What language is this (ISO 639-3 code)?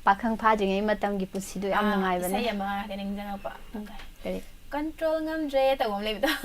mni